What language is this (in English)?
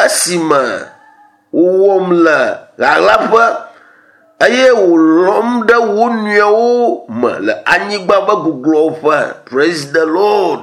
Ewe